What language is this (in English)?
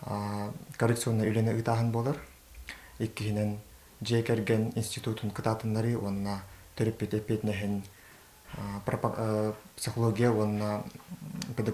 Yakut